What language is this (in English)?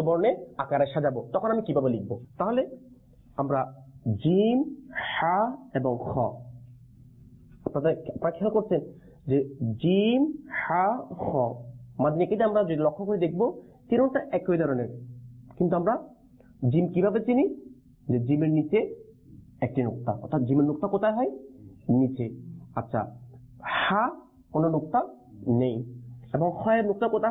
Bangla